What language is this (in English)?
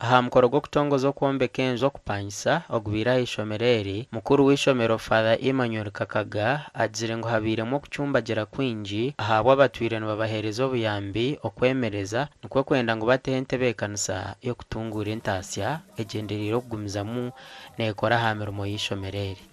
Nyankole